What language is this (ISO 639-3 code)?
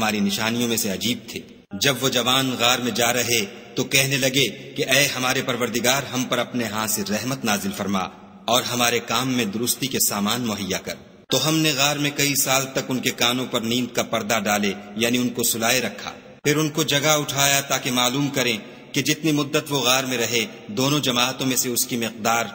urd